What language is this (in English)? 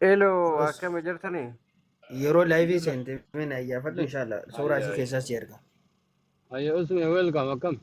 Oromo